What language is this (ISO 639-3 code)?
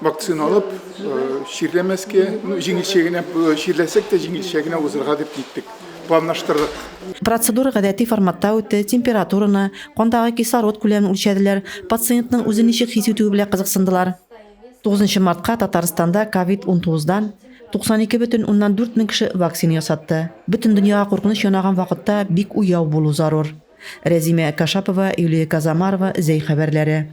tat